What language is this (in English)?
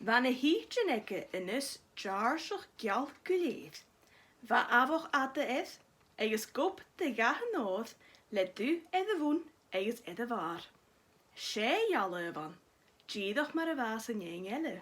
Scottish Gaelic